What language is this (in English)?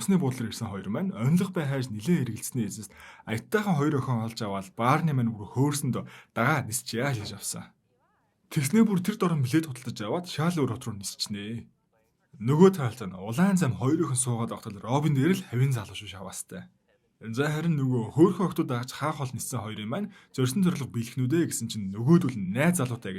Mongolian